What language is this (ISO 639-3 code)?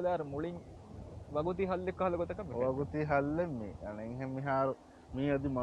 div